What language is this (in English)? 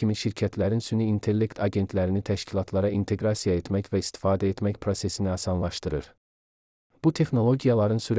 Azerbaijani